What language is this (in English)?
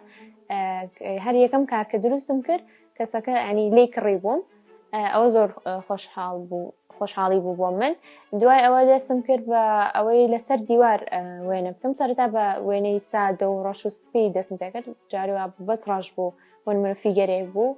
Central Kurdish